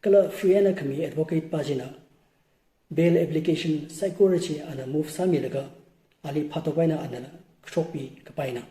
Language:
Tangkhul Naga (India)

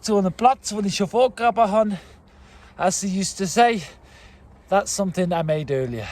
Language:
Swiss German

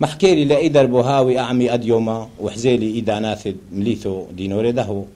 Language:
Turoyo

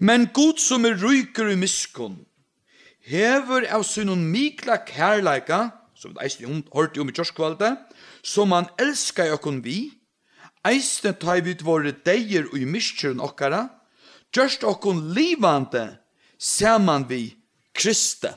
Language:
Faroese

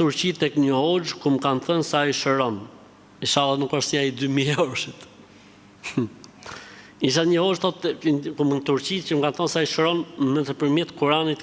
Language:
Albanian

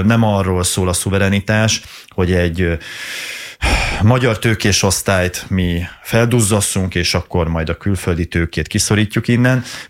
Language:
Hungarian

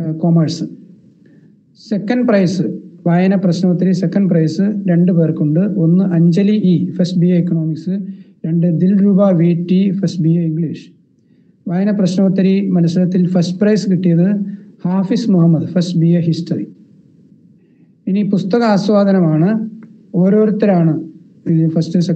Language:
Malayalam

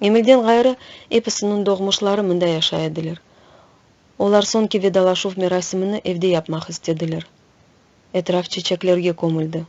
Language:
Crimean Tatar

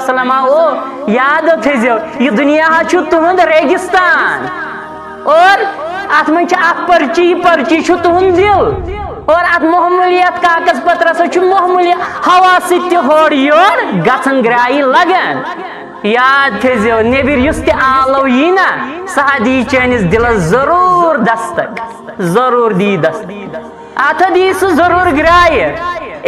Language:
Kashmiri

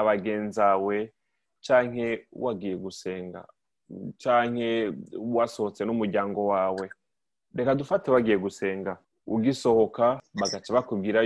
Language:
Rundi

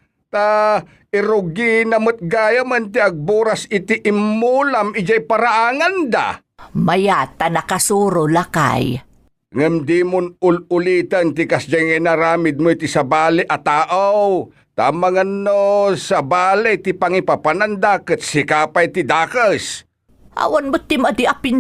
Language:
Iloko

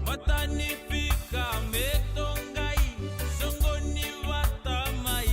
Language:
Fijian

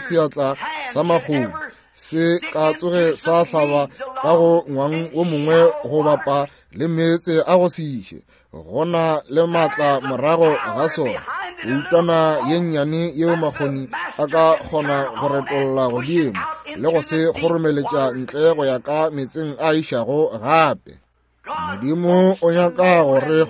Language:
Northern Sotho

